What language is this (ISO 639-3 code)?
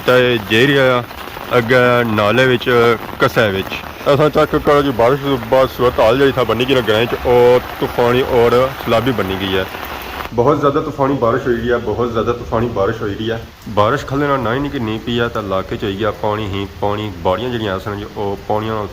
phr